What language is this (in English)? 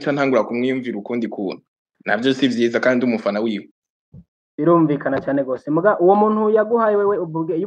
Rundi